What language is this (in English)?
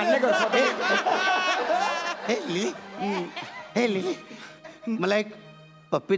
Marathi